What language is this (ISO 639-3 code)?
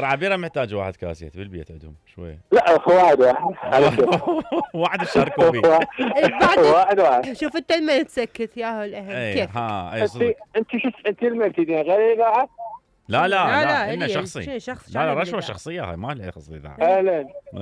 acm